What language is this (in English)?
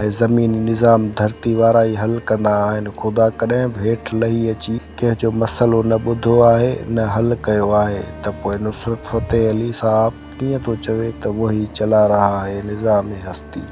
Sindhi